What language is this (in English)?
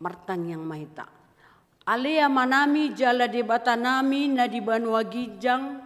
Batak Toba